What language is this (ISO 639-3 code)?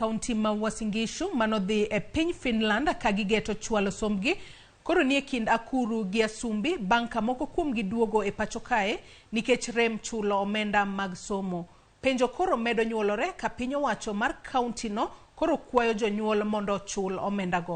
luo